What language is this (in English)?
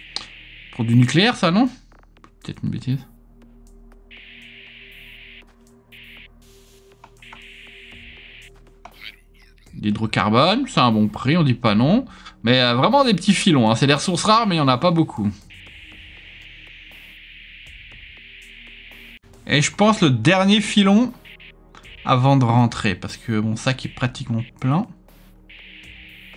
French